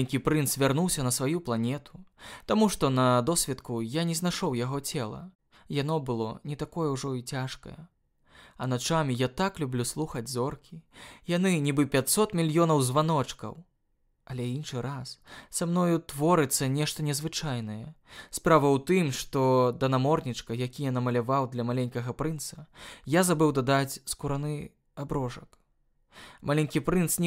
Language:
Belarusian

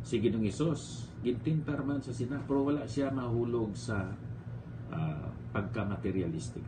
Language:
Hiligaynon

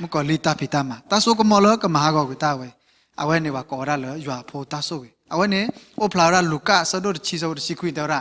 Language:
S'gaw Karen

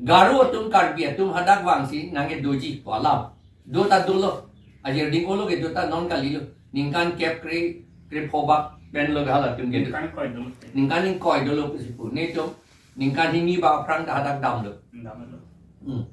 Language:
Karbi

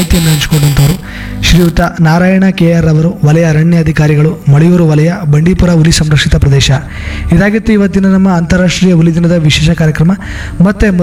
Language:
Kannada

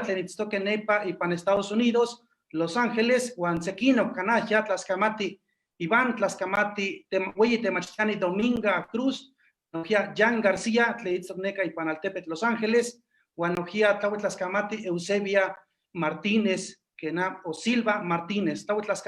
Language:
Eastern Huasteca Nahuatl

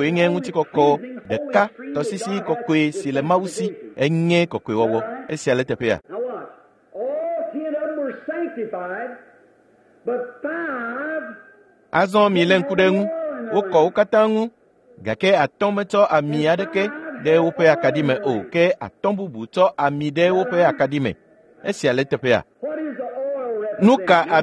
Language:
Ewe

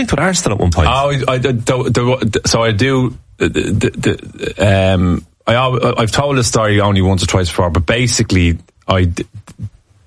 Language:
English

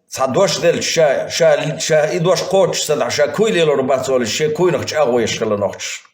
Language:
Chechen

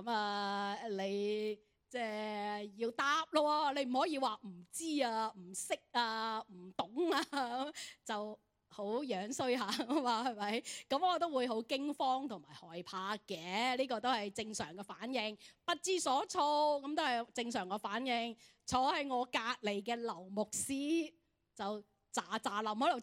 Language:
Cantonese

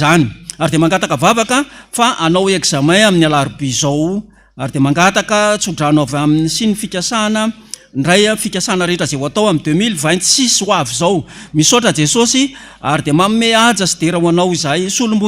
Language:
Malagasy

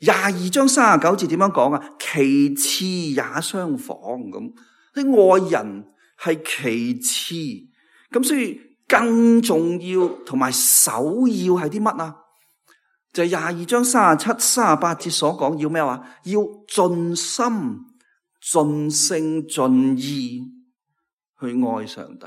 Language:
Cantonese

